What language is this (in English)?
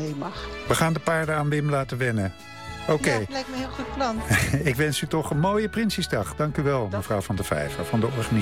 Dutch